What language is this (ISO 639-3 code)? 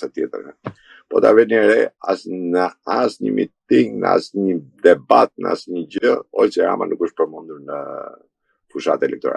sqi